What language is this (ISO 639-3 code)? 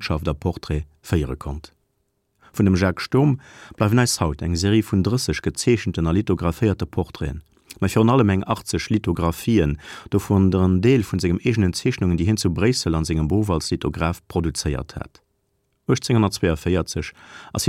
ltz